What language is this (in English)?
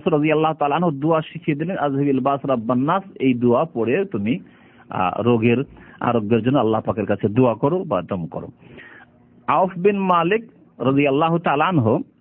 Bangla